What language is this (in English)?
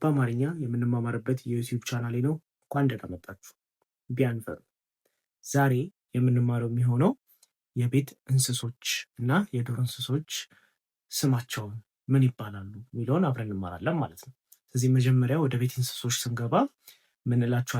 Amharic